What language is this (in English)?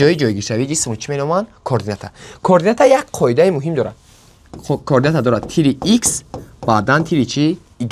Tajik